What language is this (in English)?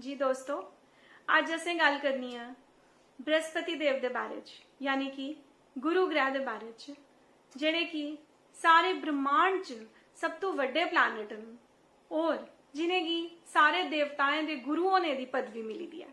Dogri